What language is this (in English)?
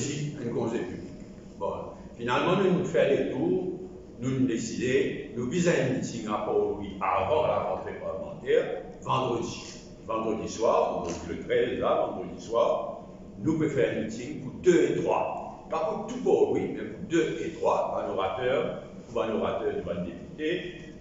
Morisyen